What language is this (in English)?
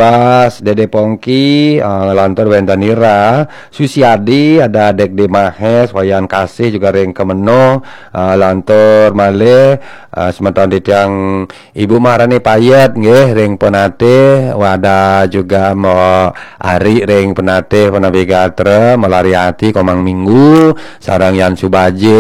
Balinese